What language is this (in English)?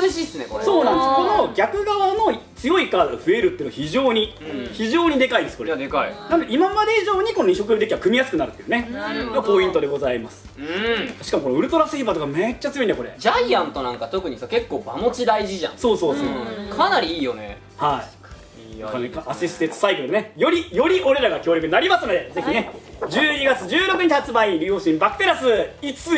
Japanese